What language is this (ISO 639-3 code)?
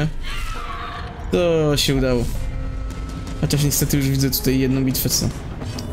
pol